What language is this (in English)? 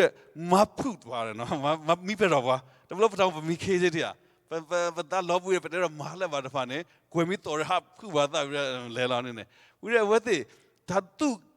S'gaw Karen